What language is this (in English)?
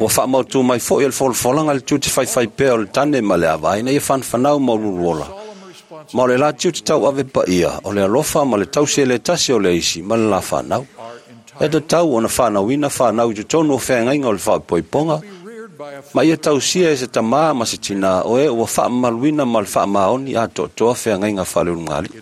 Samoan